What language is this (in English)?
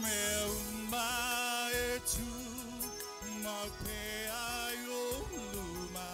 Samoan